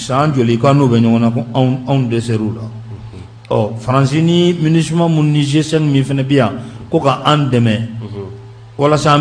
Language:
Bambara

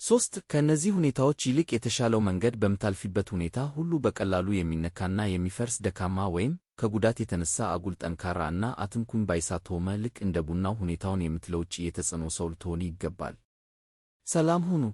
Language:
Amharic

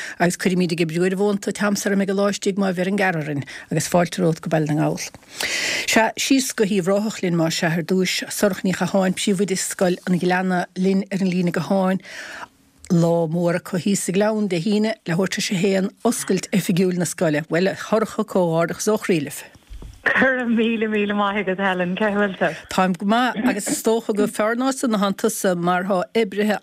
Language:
Irish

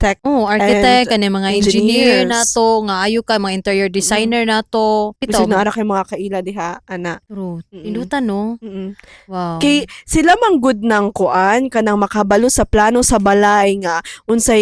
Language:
Cebuano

